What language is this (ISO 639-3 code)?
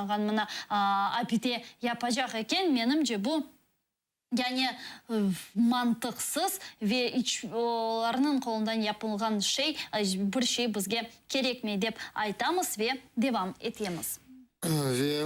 crh